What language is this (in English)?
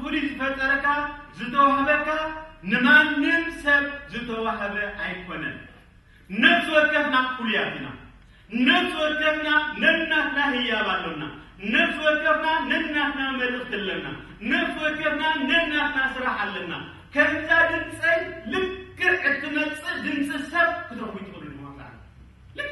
Tigrinya